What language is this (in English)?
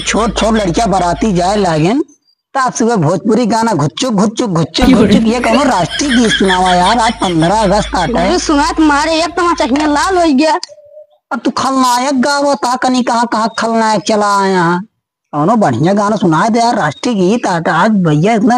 Awadhi